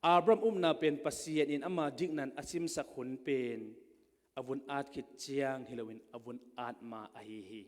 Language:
Tedim Chin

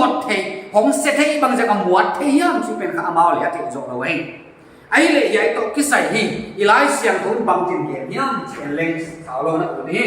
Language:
Paite Chin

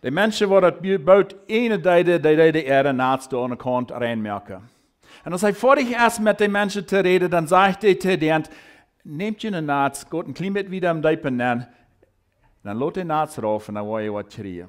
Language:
Plautdietsch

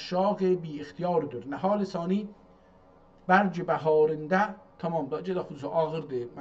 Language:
South Azerbaijani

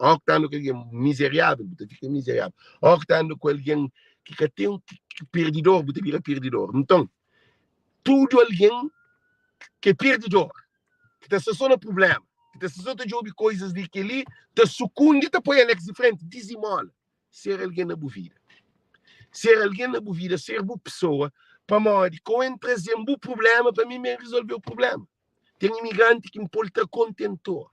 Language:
Kabuverdianu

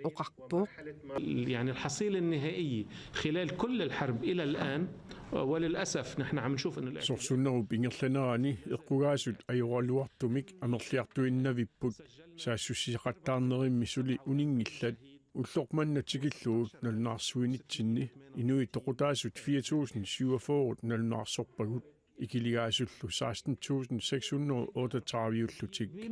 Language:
Kalaallisut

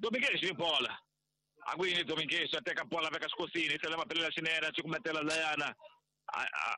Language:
Tsonga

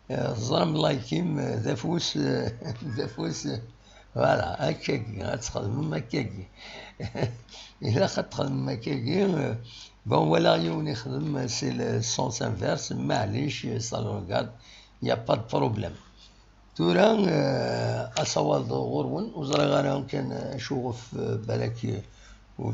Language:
Kabyle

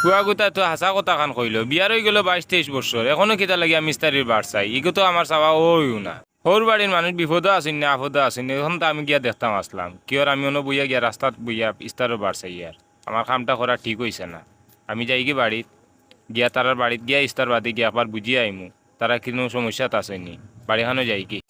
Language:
Sylheti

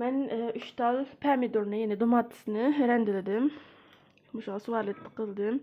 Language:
Uyghur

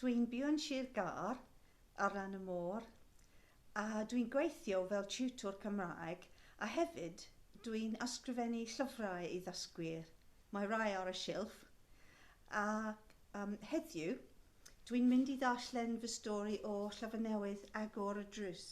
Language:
Welsh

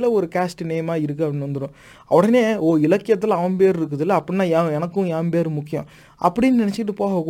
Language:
Tamil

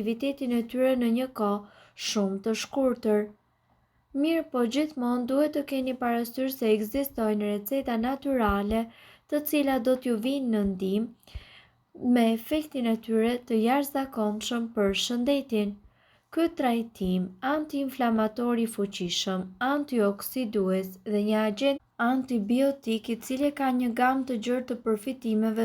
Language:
Albanian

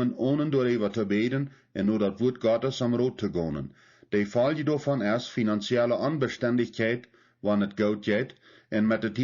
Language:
Plautdietsch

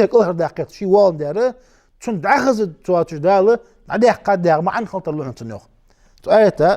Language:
Ingush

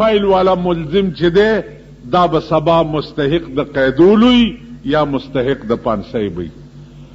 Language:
Pashto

